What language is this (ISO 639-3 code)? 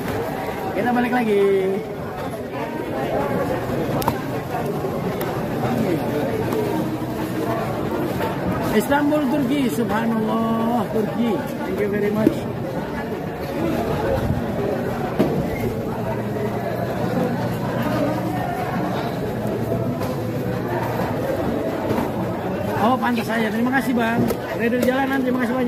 ind